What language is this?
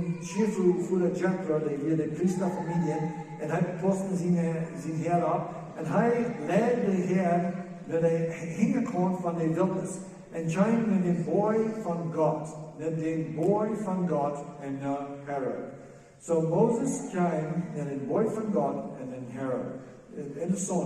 Plautdietsch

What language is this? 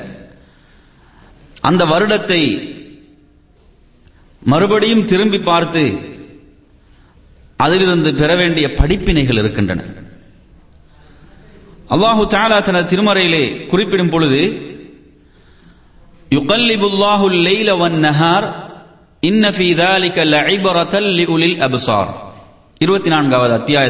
Tamil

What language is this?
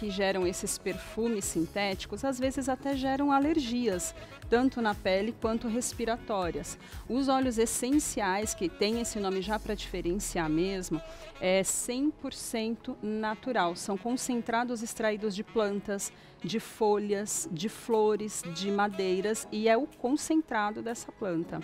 Portuguese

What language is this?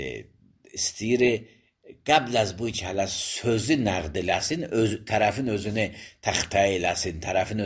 Azerbaijani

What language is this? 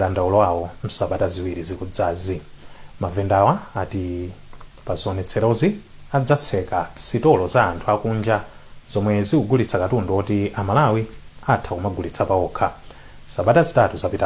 Nyanja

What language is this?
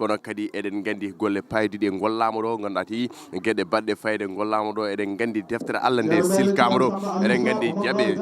Fula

